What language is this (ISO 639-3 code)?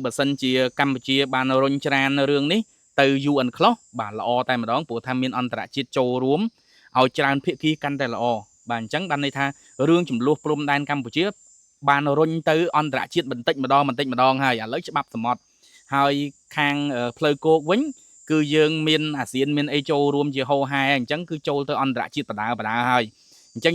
khm